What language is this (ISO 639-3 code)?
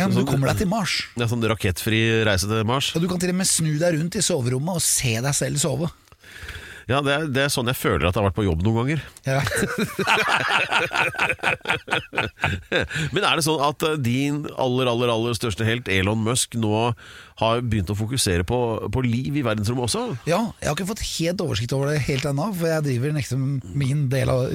nor